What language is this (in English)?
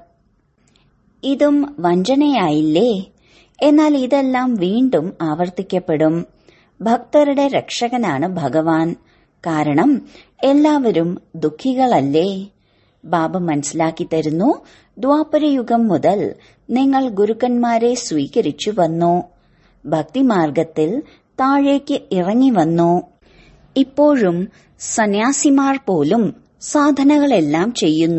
Malayalam